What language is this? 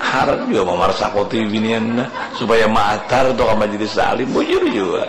Banjar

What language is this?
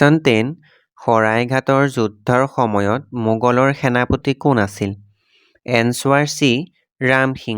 Assamese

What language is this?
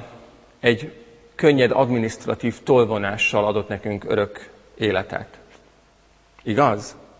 Hungarian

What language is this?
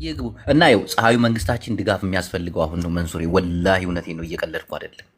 Amharic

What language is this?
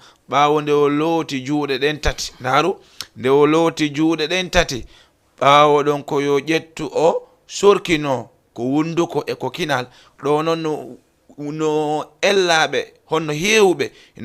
Fula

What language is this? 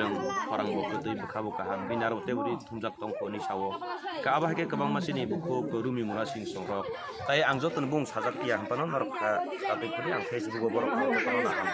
Kok Borok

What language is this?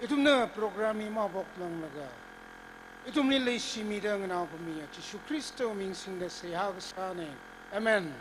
Tangkhul Naga (India)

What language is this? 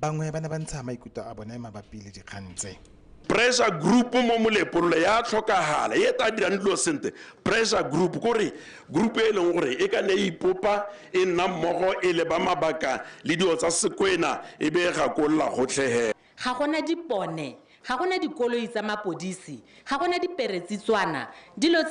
Tswana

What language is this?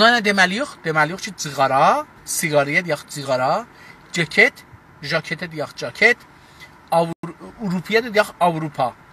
South Azerbaijani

